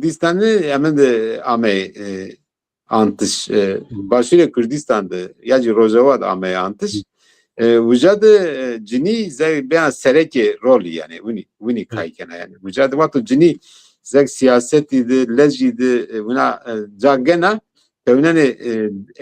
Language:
Zaza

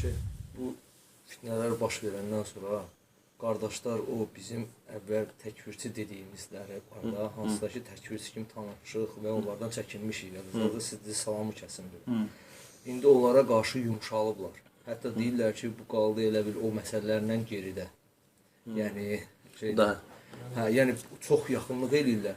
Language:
Azerbaijani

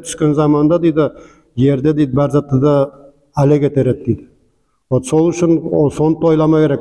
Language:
Nogai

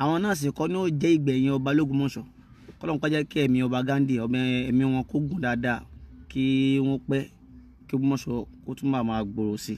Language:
Yoruba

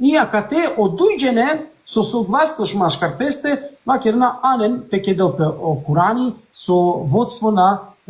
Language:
Balkan Romani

